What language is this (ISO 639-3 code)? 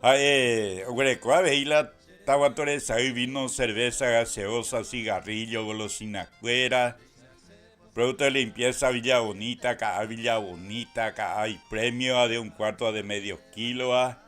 grn